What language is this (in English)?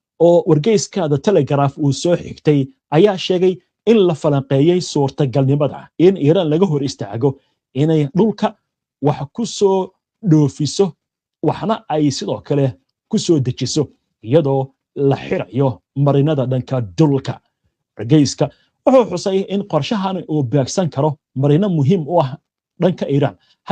Somali